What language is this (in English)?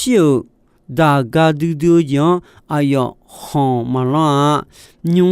Akha